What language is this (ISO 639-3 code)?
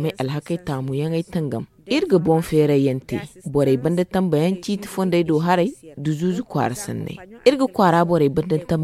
dje